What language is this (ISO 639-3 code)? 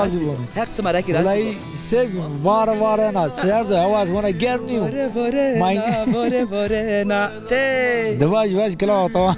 zza